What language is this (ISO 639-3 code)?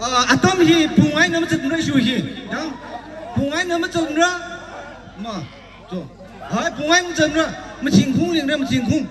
nmf